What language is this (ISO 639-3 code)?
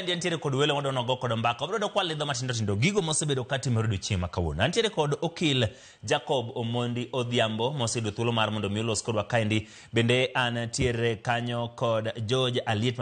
luo